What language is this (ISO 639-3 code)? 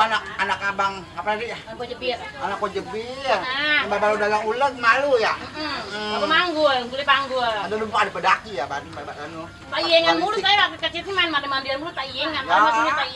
bew